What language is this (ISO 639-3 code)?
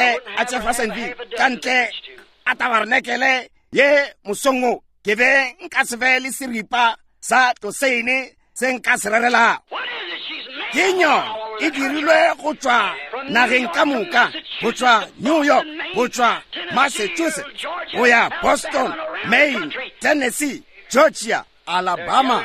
nso